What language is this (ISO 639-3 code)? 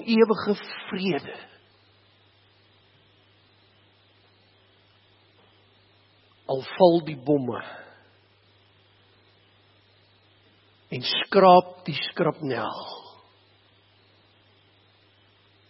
afr